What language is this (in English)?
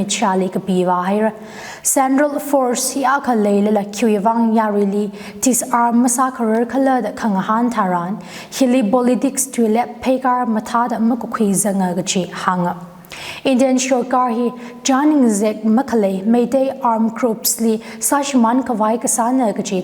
Tangkhul Naga (India)